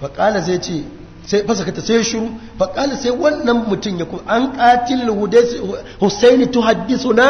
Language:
Hausa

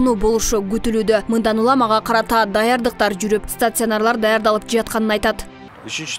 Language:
Kyrgyz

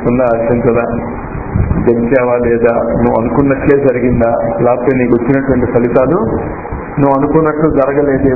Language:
Telugu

